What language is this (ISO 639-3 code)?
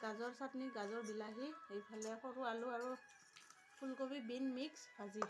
asm